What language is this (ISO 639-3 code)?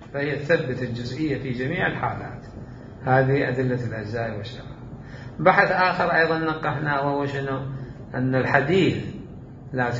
acm